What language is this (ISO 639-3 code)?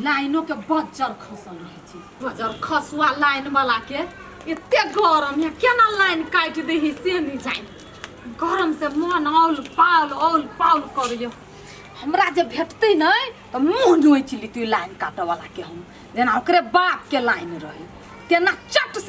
mai